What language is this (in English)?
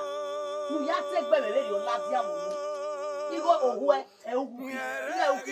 Bini